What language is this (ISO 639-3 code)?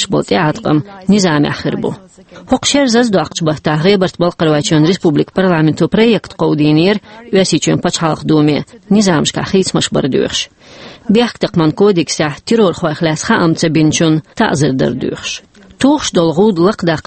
che